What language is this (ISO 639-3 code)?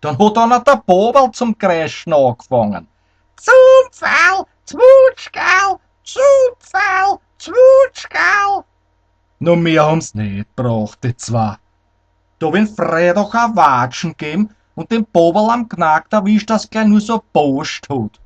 bar